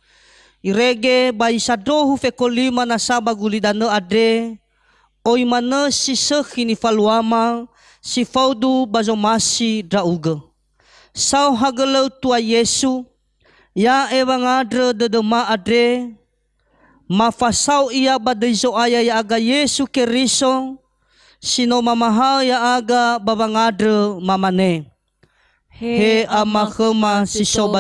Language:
Nias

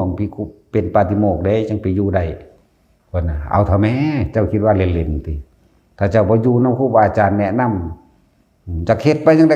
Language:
Northeastern Thai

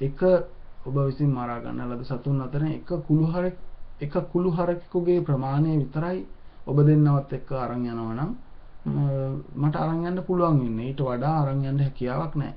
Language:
Sinhala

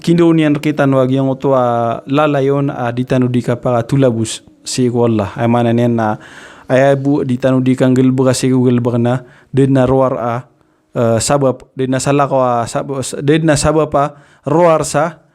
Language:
Maranao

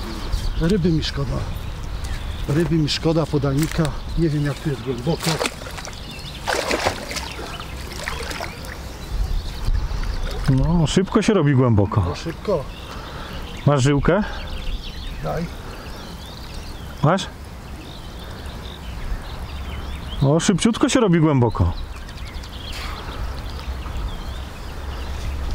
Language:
Polish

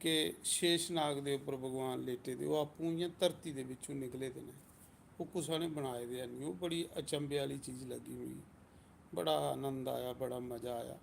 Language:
Dogri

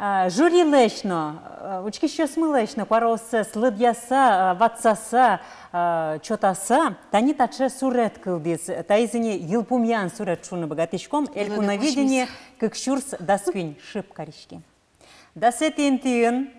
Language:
Udmurt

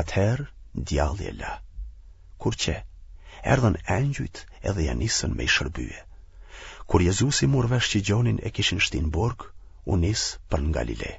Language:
Albanian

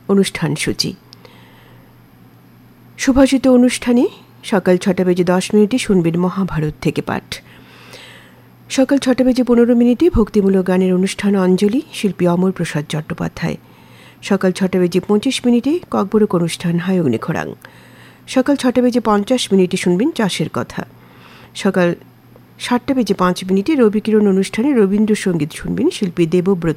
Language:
Bangla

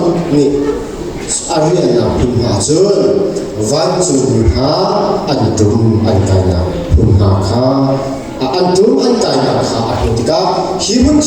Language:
Hakha Chin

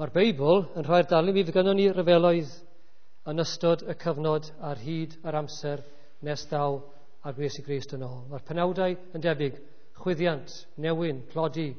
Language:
Welsh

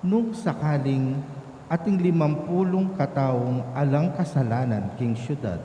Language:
Pampanga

